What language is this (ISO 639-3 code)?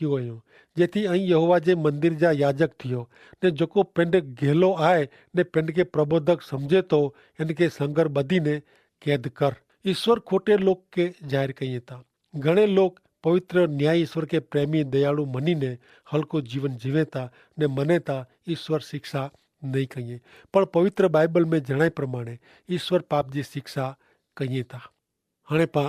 kfr